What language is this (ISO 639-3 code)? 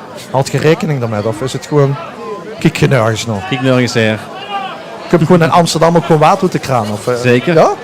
lim